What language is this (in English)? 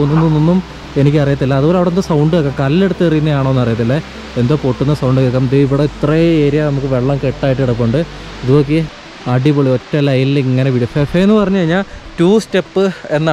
Malayalam